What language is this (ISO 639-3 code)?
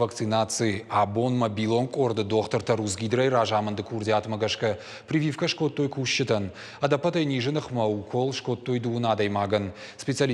oss